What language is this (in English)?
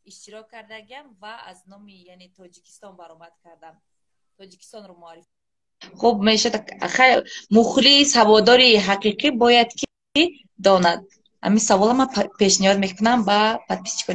Tajik